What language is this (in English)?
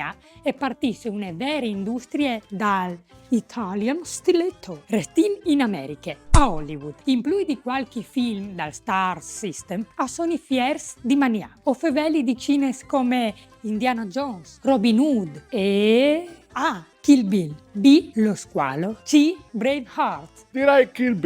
Friulian